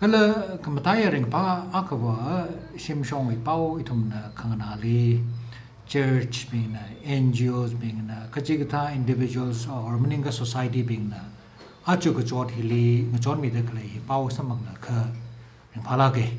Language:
Tangkhul Naga (India)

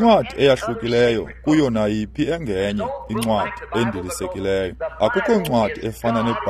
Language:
Xhosa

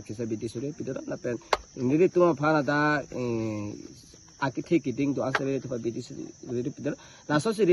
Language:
Karbi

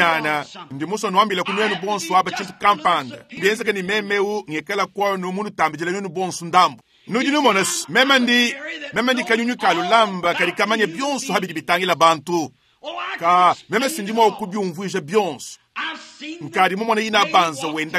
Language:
Luba-Lulua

